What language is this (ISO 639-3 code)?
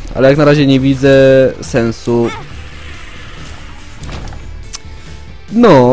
pol